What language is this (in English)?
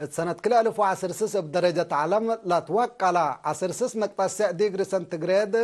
Tigre